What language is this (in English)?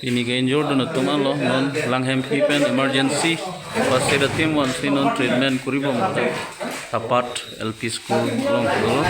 Karbi